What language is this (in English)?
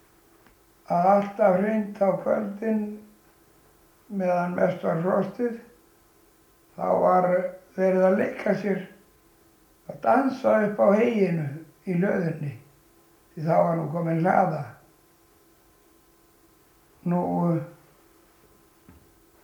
Icelandic